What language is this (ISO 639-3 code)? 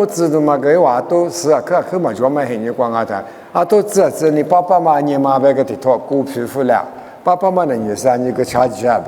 lis